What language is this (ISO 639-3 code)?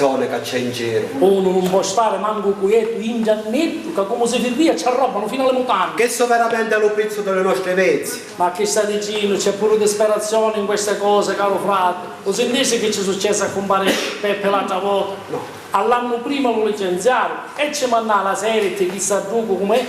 scn